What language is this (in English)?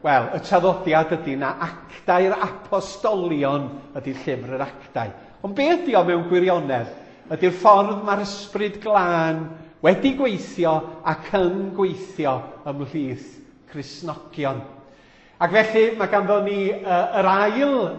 Welsh